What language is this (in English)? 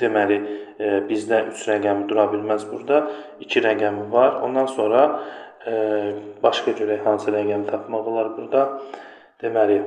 Azerbaijani